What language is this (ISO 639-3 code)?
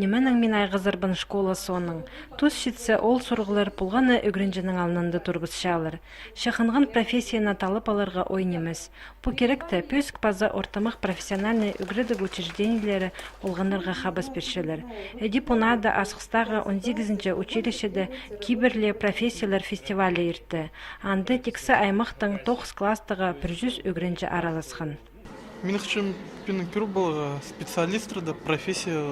kjh